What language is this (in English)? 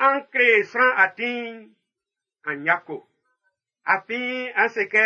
Baoulé